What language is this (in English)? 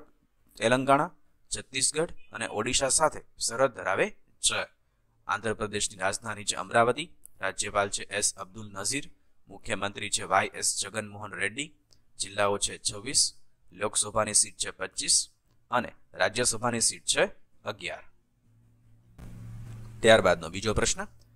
Gujarati